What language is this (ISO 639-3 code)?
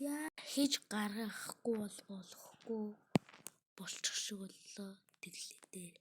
mon